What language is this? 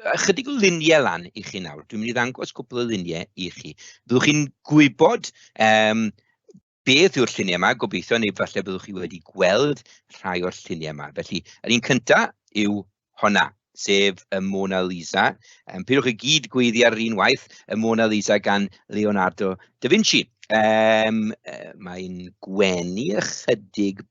Welsh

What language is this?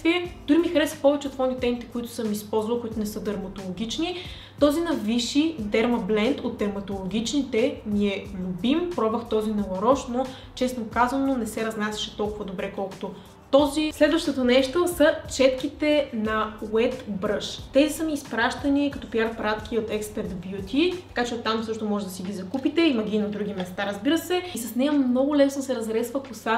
Bulgarian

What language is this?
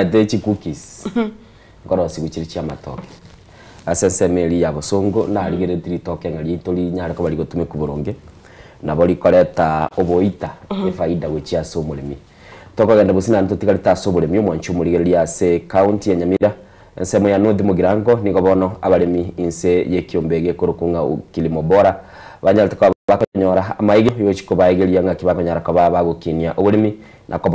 Gusii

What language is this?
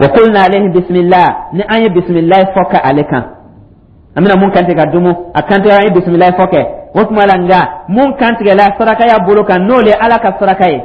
Dyula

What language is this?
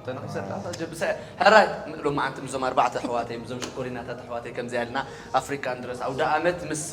Tigrinya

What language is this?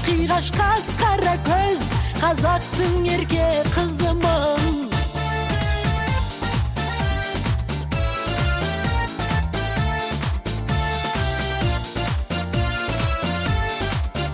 Kazakh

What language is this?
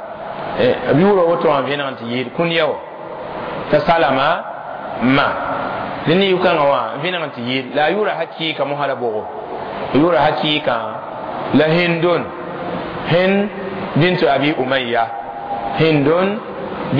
Mossi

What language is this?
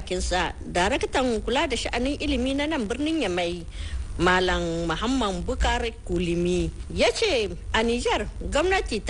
Hausa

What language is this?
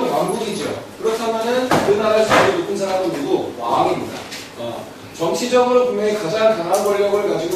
Korean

